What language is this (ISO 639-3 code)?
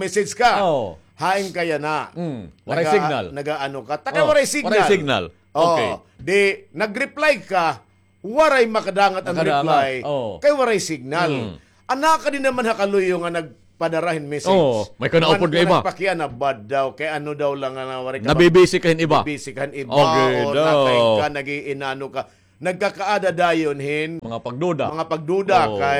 war